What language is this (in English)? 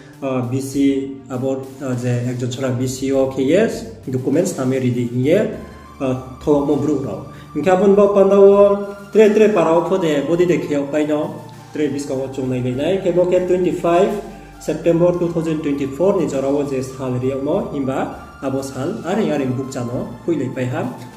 Riang (India)